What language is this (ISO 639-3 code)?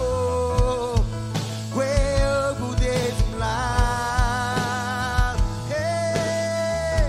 mah